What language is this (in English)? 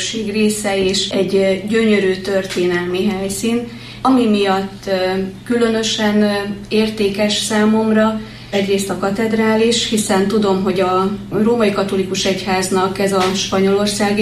Hungarian